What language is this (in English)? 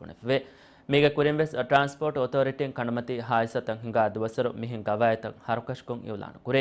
Divehi